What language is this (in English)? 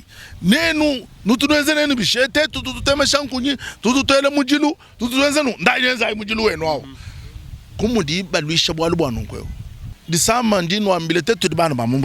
Luba-Lulua